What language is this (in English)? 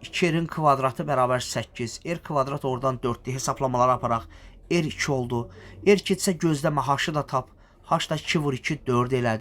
Azerbaijani